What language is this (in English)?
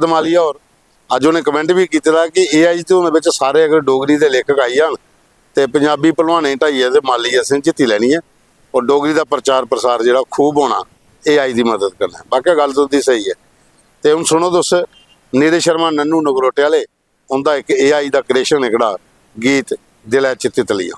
Dogri